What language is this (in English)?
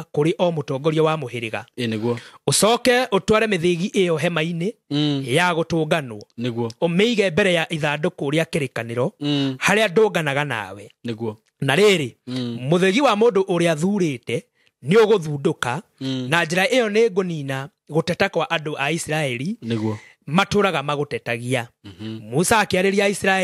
Kikuyu